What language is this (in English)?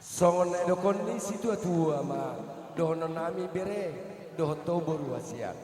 Batak Toba